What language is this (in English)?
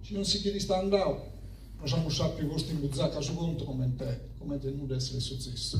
Sardinian